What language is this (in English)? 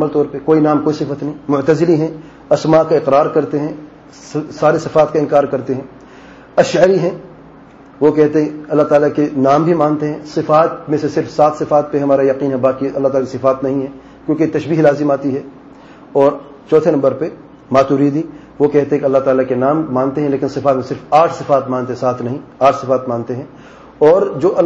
Urdu